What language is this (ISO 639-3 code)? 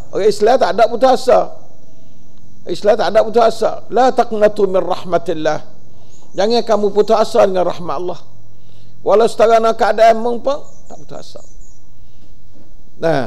msa